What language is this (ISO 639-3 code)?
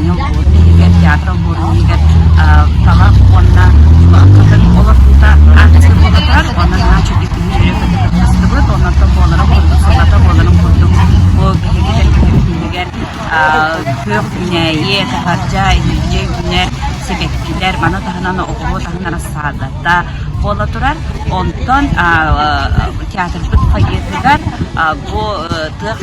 sah